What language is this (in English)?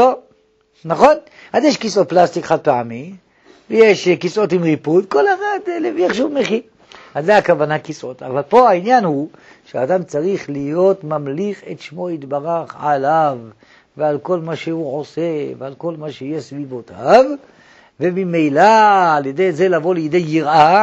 Hebrew